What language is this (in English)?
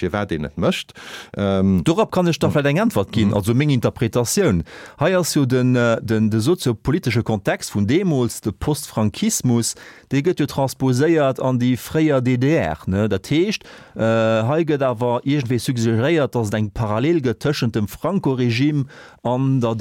Luxembourgish